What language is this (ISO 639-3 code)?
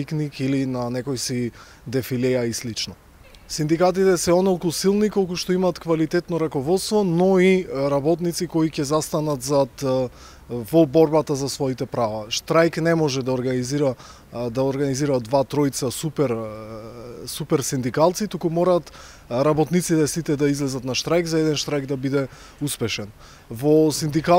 mkd